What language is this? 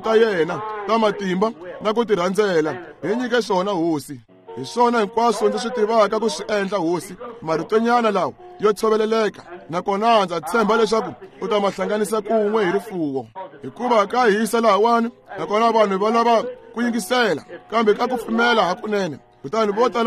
Tsonga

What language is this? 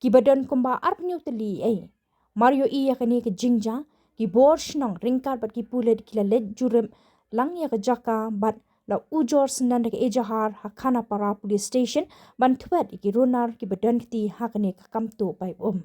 Khasi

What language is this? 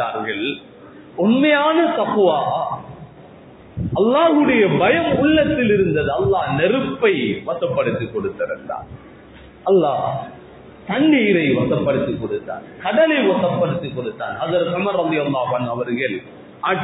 Tamil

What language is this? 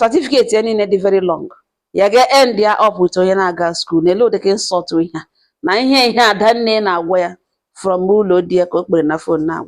Igbo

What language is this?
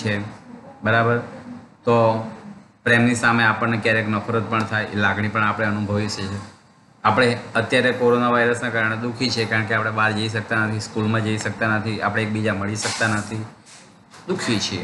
Gujarati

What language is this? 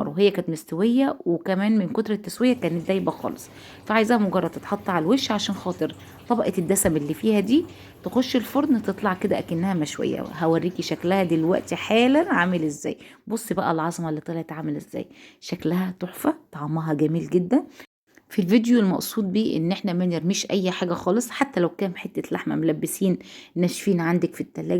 Egyptian Arabic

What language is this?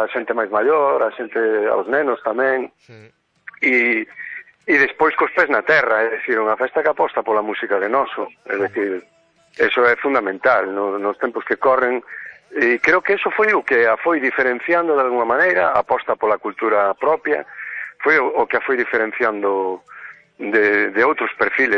Galician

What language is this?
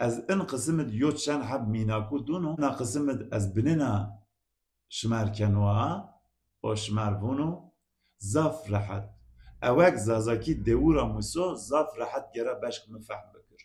Zaza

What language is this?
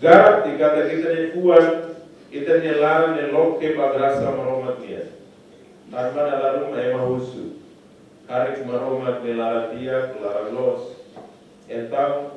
Tetum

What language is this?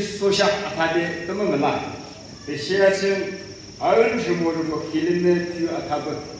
Yimchungru Naga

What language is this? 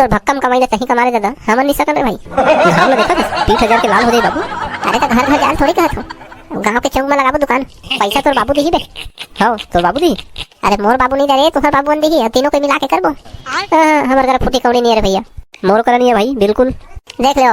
Chhattisgarhi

